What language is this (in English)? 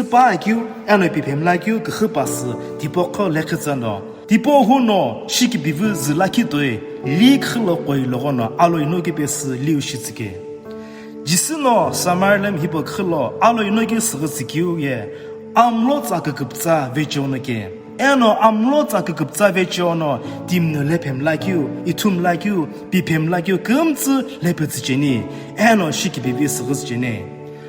Sumi Naga